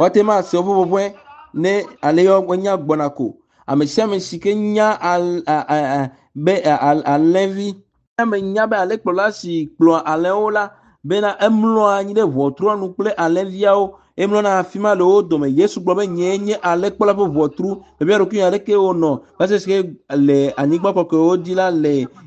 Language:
Ewe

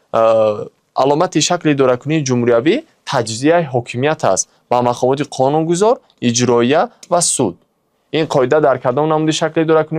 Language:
Tajik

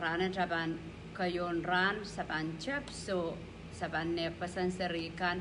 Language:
Pohnpeian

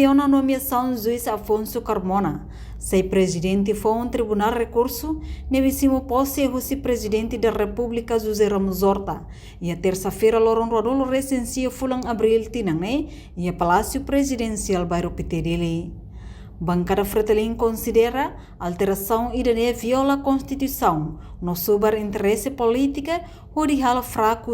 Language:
Tetum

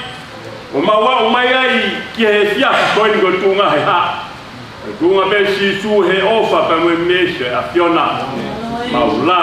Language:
Tongan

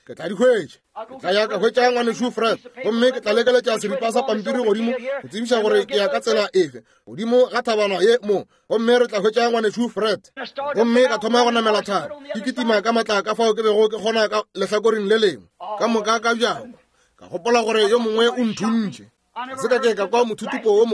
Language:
Northern Sotho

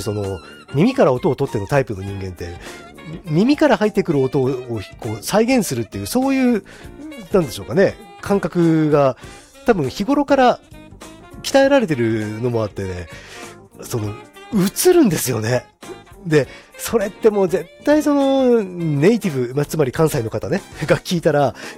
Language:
Japanese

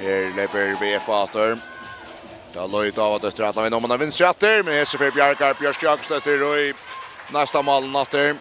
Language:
Faroese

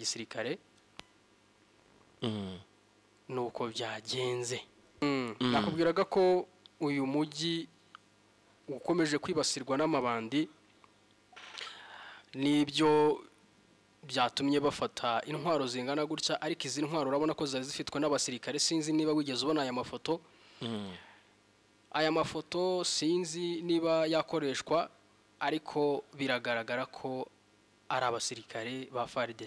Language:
Kinyarwanda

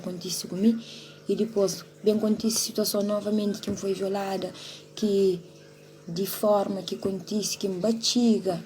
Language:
Kabuverdianu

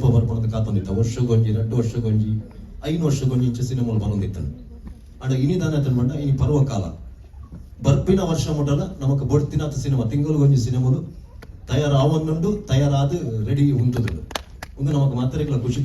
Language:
Tulu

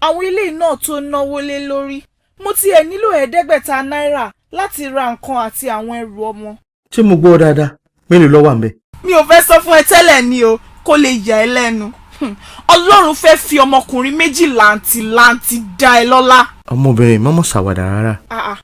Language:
Yoruba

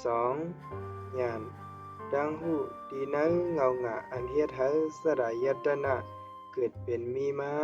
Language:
Shan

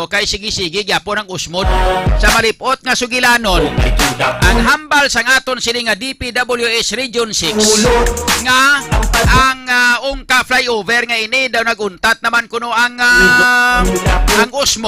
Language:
Hiligaynon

